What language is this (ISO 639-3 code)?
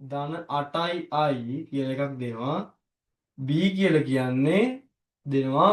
sin